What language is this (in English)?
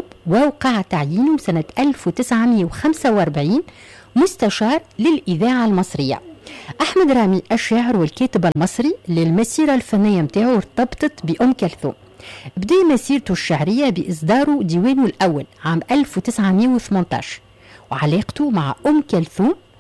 Tunisian Arabic